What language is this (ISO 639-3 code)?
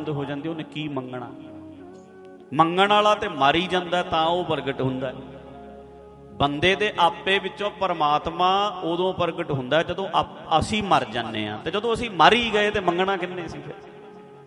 pan